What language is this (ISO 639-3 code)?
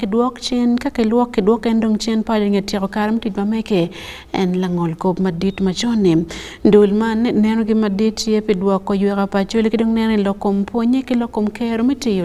ach